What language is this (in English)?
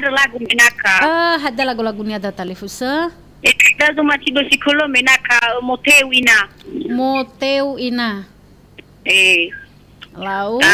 Nias